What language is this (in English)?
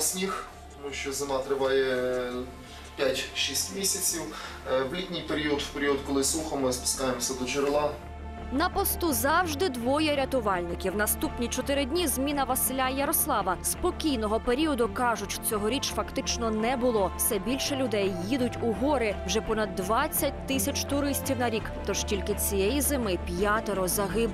Ukrainian